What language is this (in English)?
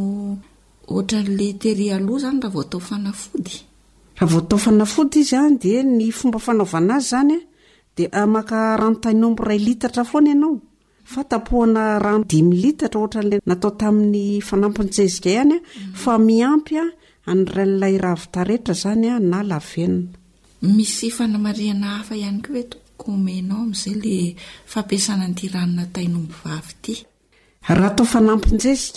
Malagasy